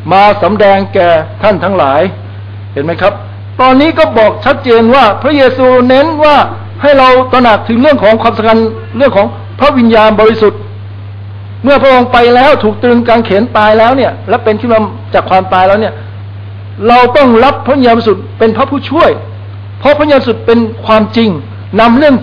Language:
Thai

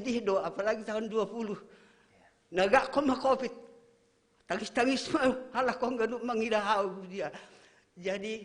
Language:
Batak Simalungun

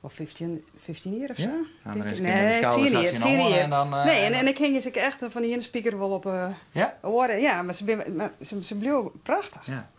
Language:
Western Frisian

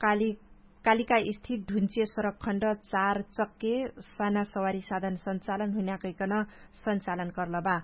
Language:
Dangaura Tharu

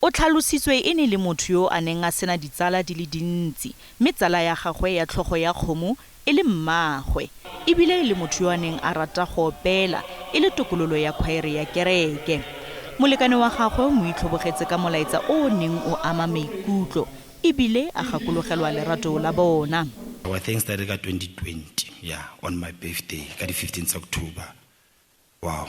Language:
Tswana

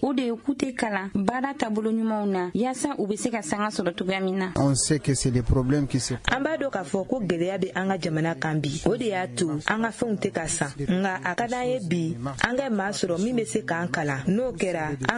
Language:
Bambara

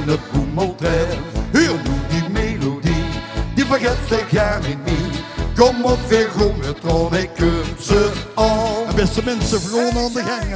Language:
Limburgish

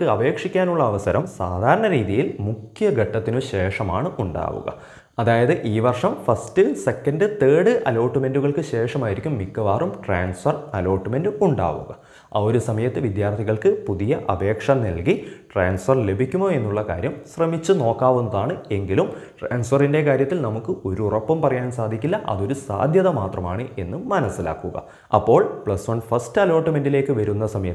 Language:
Malayalam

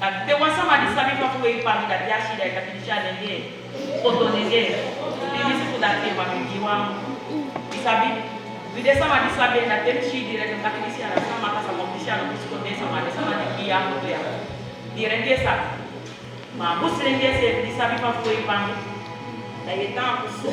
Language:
Saramaccan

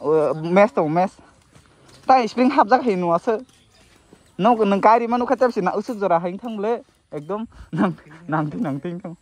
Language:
Kok Borok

